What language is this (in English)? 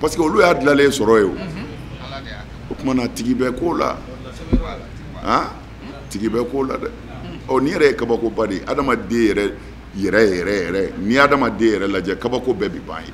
Bambara